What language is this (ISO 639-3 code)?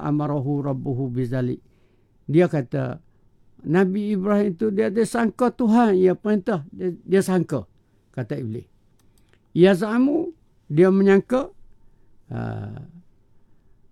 msa